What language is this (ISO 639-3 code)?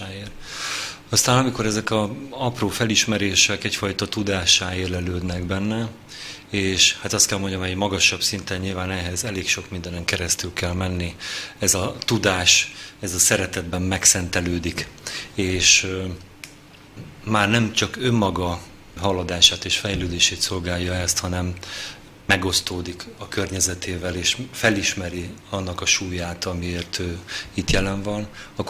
hun